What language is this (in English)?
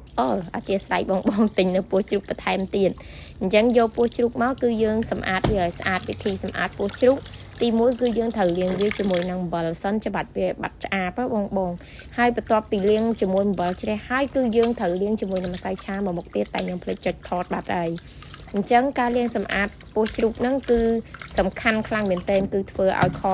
Khmer